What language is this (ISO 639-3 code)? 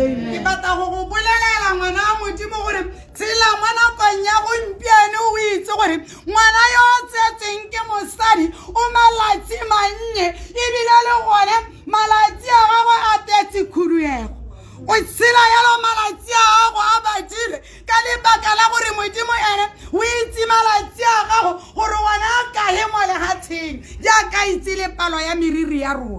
tsn